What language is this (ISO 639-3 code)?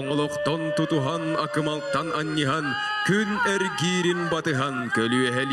sah